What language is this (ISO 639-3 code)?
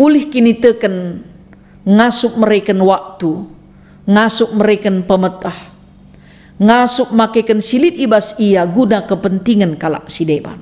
btx